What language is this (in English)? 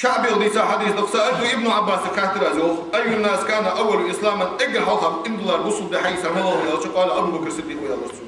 Ingush